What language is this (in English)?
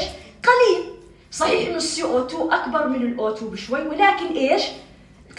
North Levantine Arabic